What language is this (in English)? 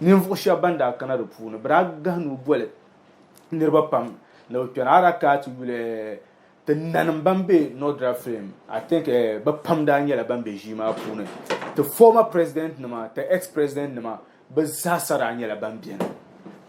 Dagbani